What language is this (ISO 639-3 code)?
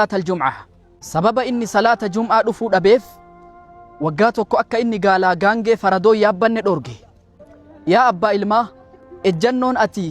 orm